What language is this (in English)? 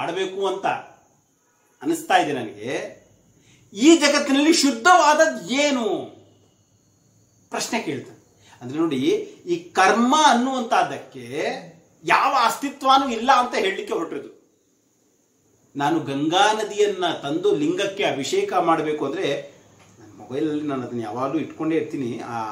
Kannada